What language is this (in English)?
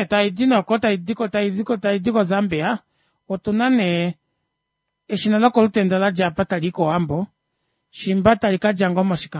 Kuanyama